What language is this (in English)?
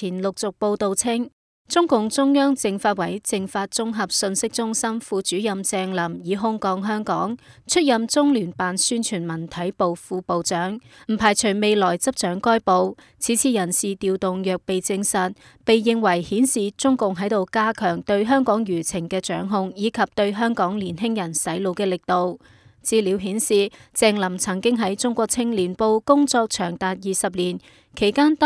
Cantonese